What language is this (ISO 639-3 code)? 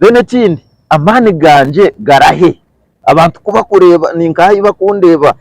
nyn